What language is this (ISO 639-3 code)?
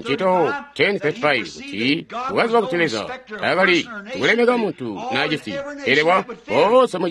toi